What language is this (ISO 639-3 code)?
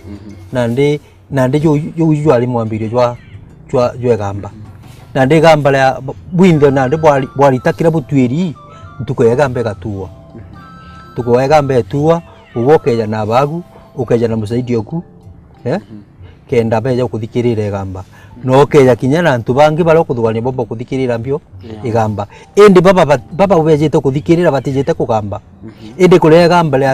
mer